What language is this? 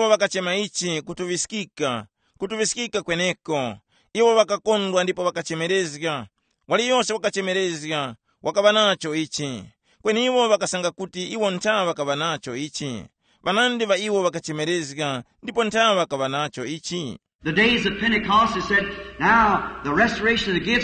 Tumbuka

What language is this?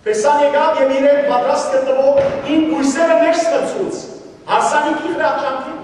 Western Armenian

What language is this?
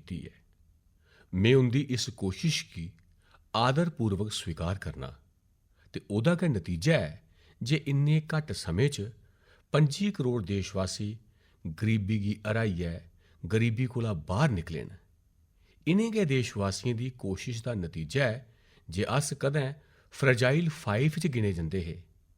Dogri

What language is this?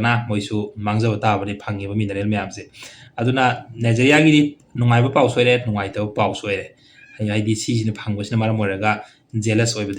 Manipuri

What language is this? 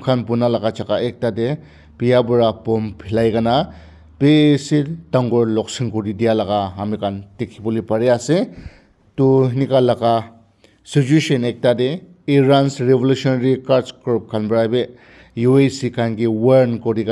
Naga Pidgin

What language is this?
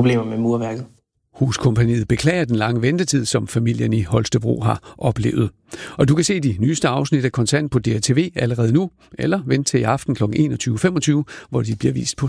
Danish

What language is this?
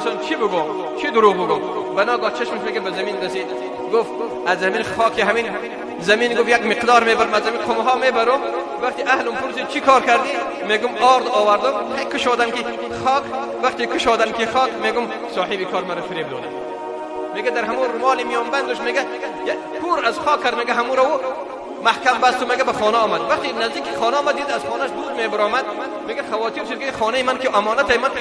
Persian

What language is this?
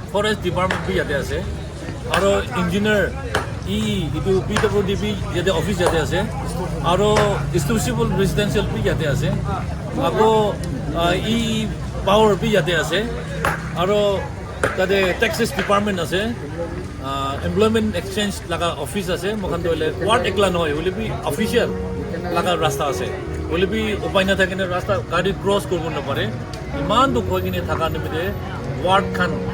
Naga Pidgin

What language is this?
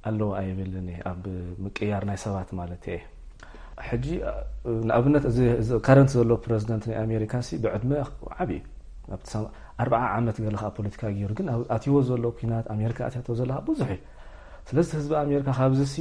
Tigrinya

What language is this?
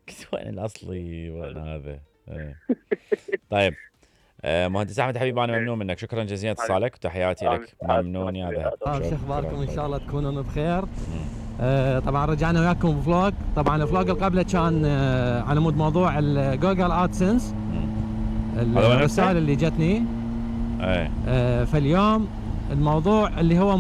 Mesopotamian Arabic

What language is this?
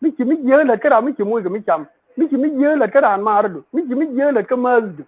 Nuer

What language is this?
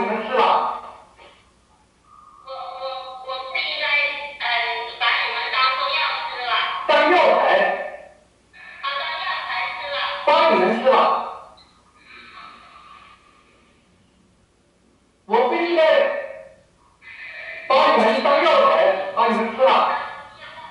Chinese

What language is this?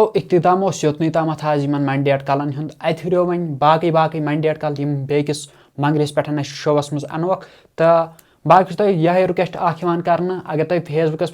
Kashmiri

